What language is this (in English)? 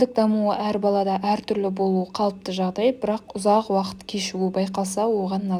Kazakh